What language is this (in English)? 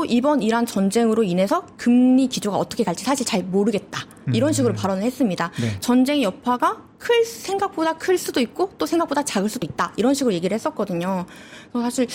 Korean